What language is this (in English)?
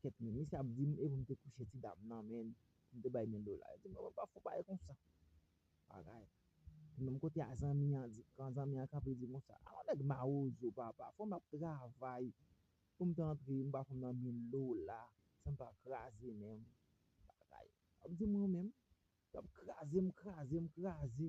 Haitian Creole